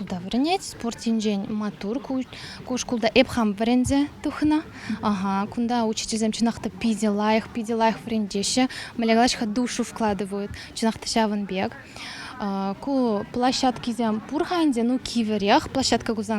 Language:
Chuvash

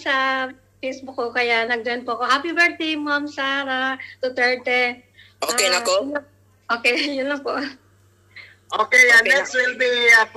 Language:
Filipino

